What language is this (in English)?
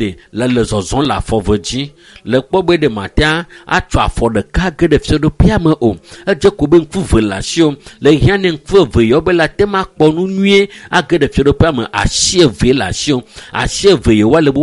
Ewe